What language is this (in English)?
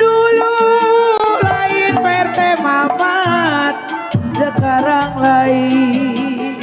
Betawi